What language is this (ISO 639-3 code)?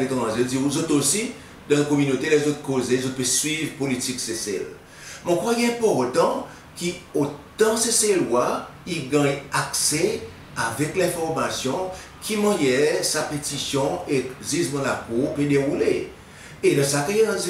crs